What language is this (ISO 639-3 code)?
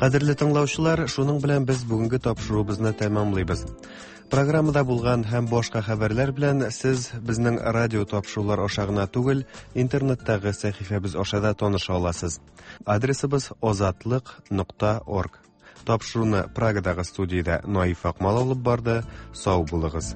tat